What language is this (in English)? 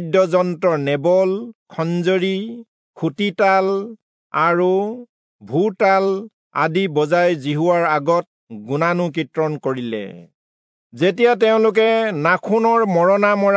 Assamese